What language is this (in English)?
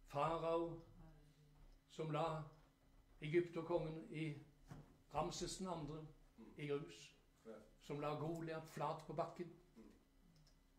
Norwegian